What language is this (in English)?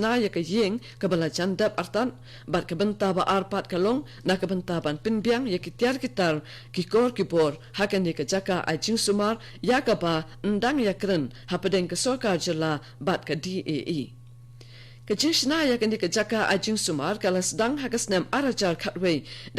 Khasi